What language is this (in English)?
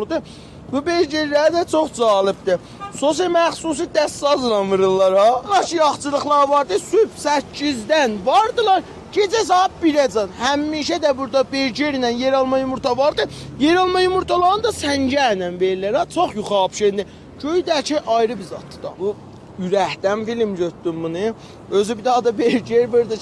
South Azerbaijani